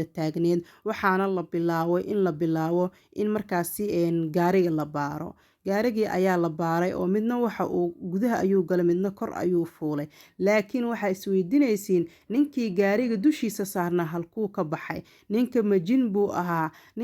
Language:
Somali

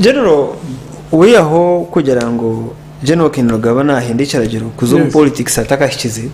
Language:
Nyankole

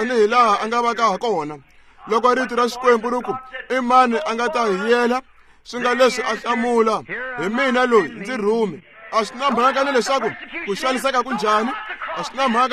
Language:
Tsonga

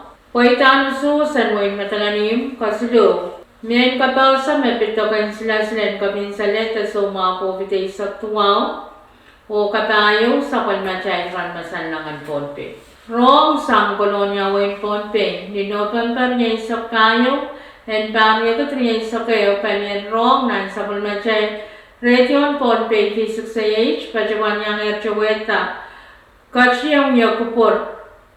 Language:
Pohnpeian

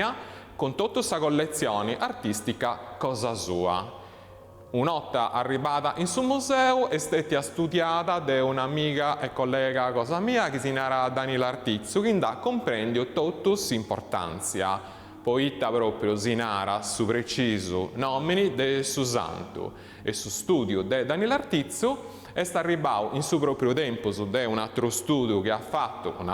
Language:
Sardinian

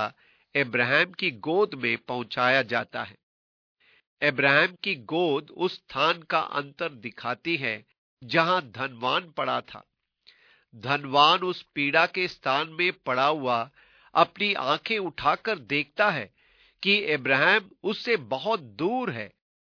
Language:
Hindi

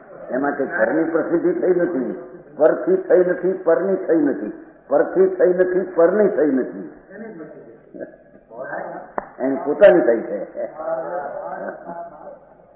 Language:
Gujarati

